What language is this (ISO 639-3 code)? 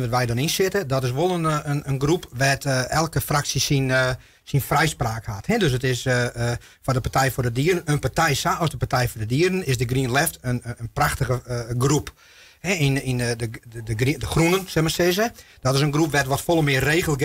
fry